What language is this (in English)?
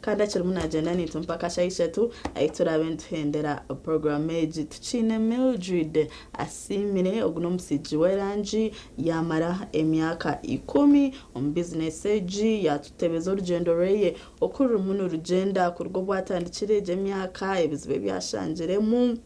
Nyankole